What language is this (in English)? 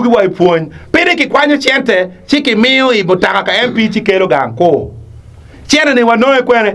Acoli